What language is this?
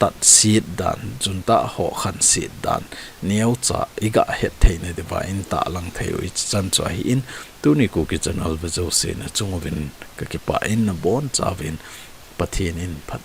Thado Chin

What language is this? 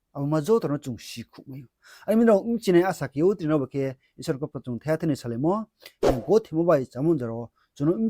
Riang (India)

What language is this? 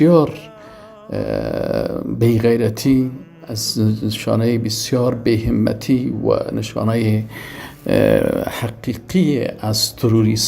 Persian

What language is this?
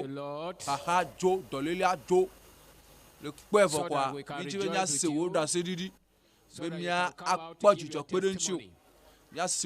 Ewe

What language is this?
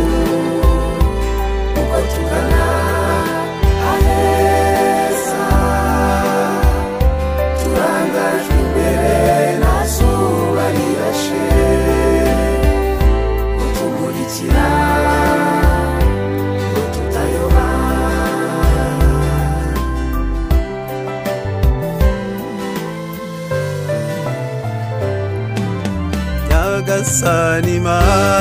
Kinyarwanda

